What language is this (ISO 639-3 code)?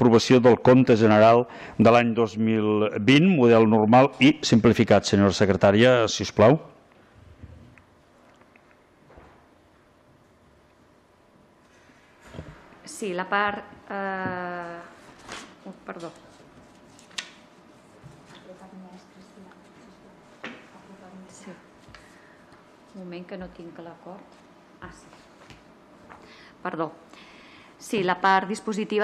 cat